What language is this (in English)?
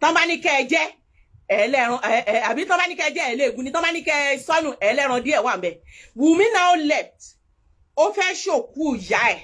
Yoruba